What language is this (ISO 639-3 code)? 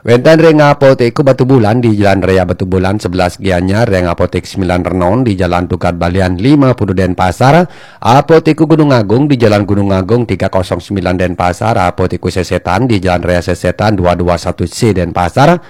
ban